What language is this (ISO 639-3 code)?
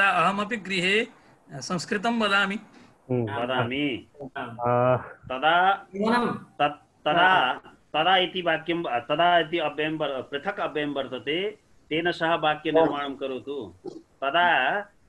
san